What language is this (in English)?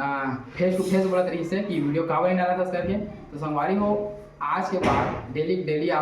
Chhattisgarhi